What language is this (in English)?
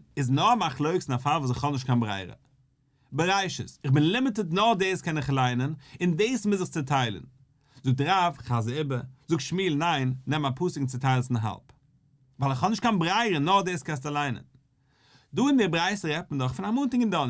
Yiddish